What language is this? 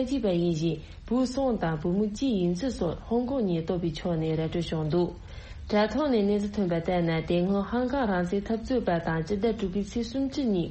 Tibetan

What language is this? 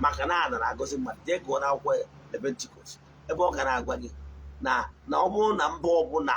Igbo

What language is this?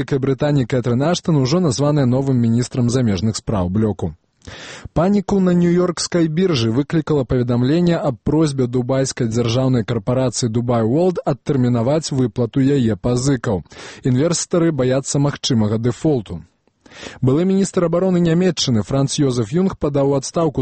Belarusian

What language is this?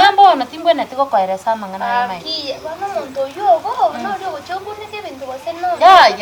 Gusii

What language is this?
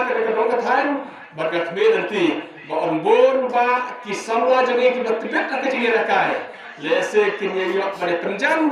Khasi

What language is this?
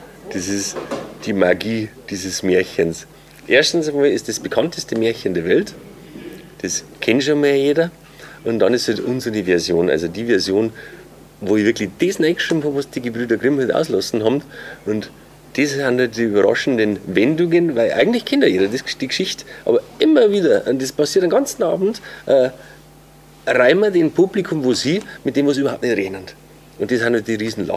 Bavarian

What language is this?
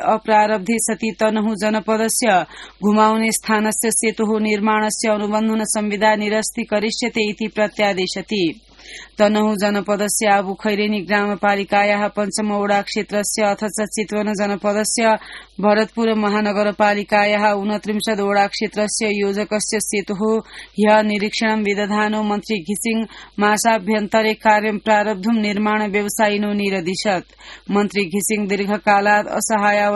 Sanskrit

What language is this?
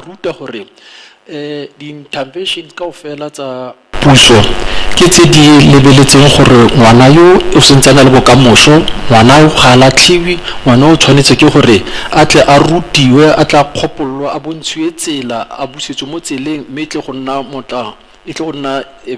Tswana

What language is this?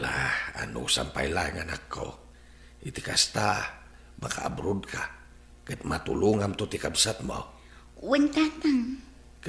Iloko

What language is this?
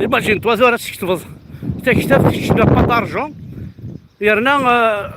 Kabyle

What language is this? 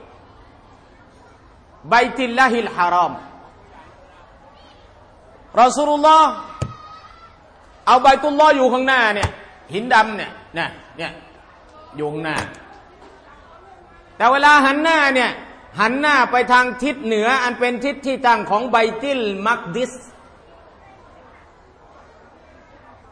Thai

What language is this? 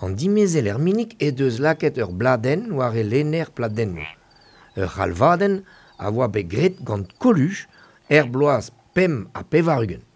Breton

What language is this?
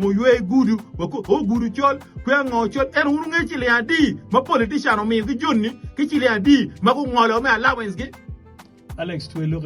Acoli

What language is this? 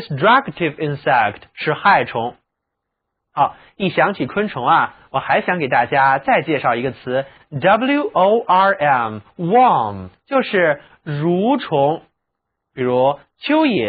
Chinese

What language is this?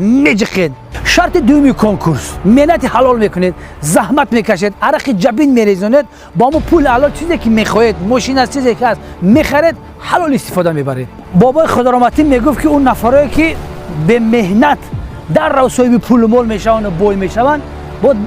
Tajik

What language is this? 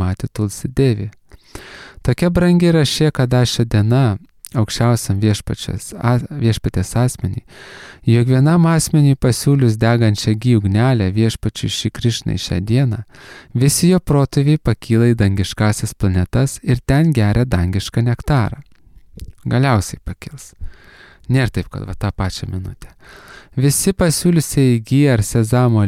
Lithuanian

